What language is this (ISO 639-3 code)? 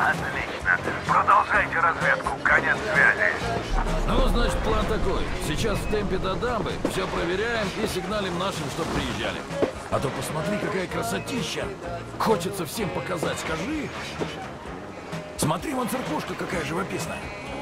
rus